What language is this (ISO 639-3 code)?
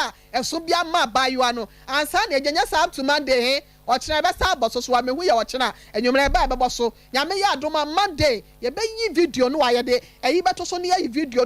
aka